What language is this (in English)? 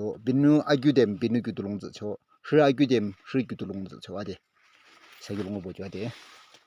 Yimchungru Naga